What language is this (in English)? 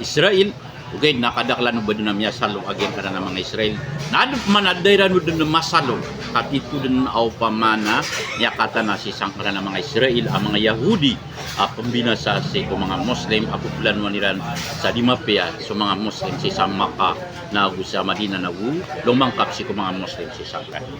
Maranao